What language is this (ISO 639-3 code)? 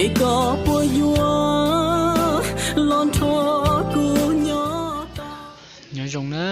hmn